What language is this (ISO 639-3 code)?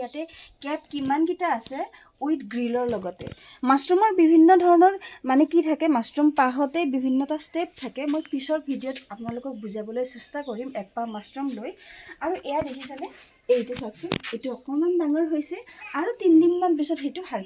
asm